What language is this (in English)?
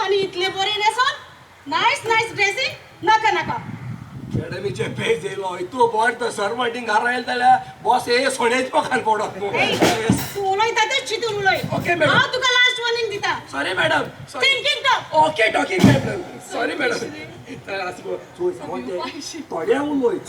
Konkani